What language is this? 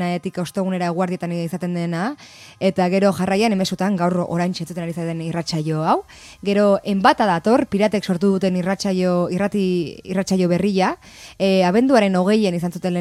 Basque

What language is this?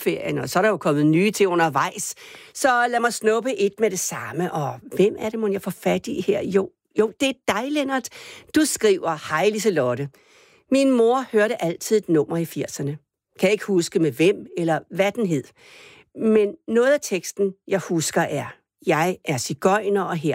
Danish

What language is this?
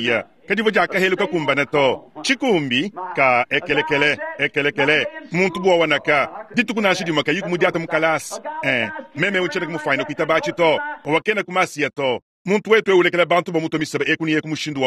Luba-Lulua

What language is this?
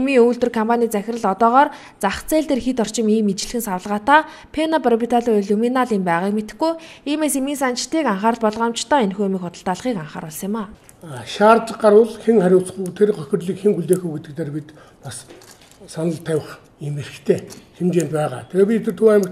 Mongolian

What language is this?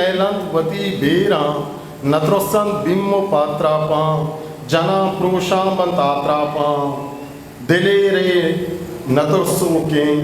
Eastern Balochi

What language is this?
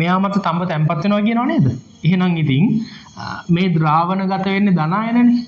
Sinhala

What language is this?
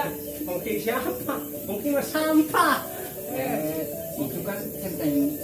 Betawi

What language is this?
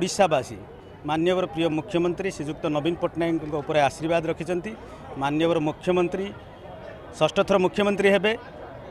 Odia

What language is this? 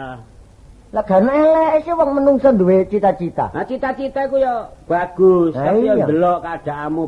Javanese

